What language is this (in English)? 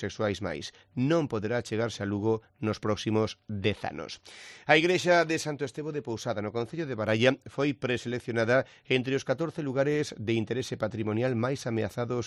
Galician